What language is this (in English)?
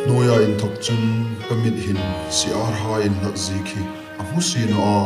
Hmar